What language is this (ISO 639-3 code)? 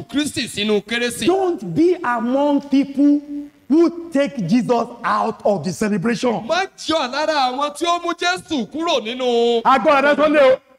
yor